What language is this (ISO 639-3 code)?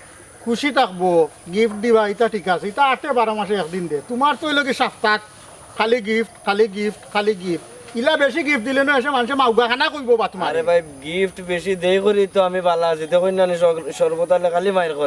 syl